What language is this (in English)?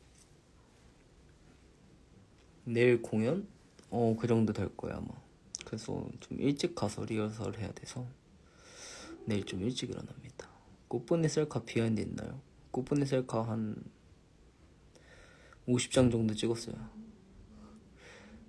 Korean